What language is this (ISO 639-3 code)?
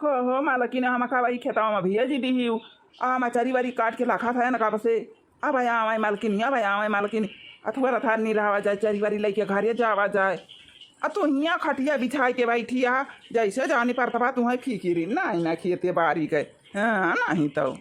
awa